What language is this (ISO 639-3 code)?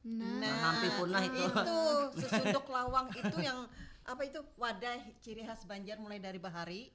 bjn